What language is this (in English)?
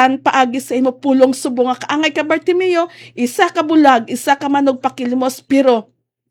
Hiligaynon